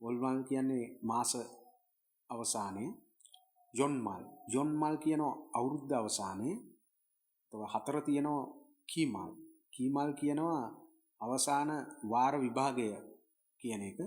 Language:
Sinhala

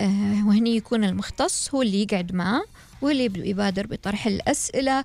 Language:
Gulf Arabic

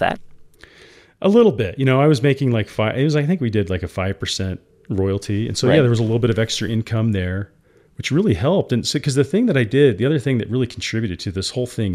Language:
English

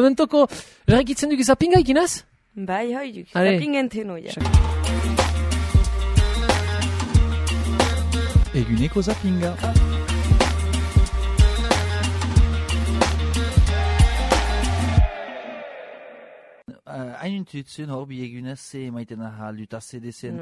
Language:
Basque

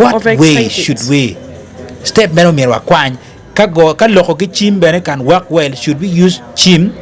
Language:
Acoli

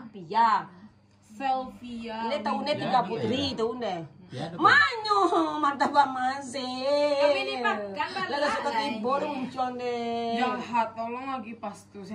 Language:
Minangkabau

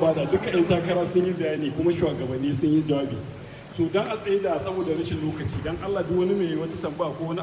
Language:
Hausa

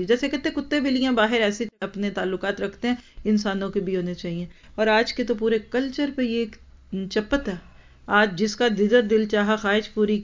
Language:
Urdu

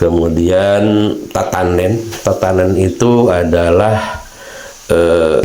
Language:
Sundanese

